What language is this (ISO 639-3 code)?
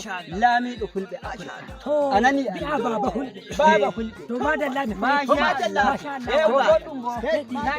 fuv